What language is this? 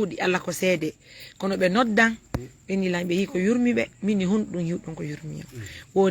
Fula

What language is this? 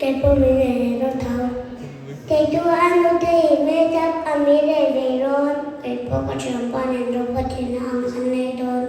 Mizo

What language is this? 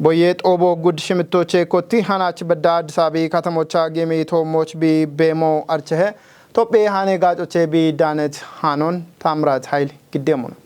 Kafa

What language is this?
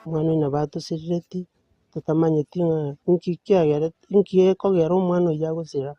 Gusii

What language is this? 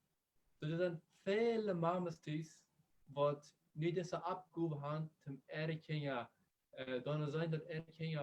Plautdietsch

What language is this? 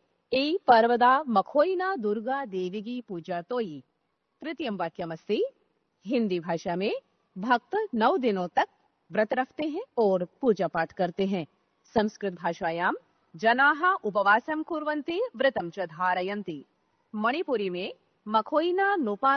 Sanskrit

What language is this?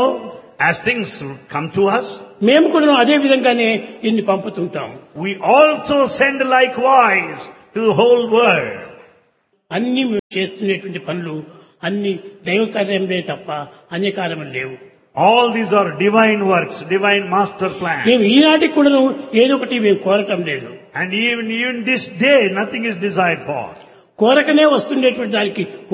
Telugu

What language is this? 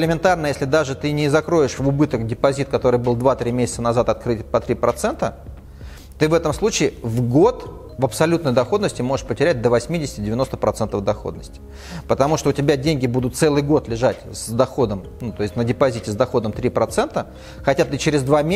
Russian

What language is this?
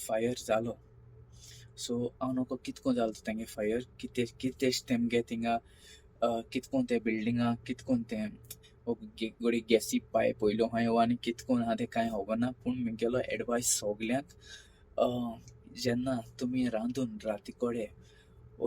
Konkani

